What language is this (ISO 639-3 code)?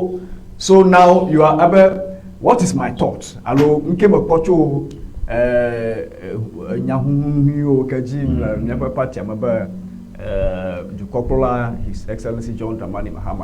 ewe